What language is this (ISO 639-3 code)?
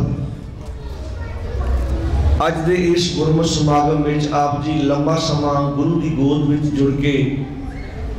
pan